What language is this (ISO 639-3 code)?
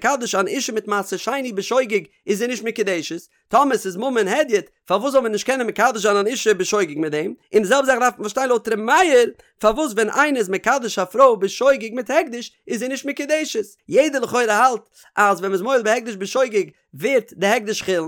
yid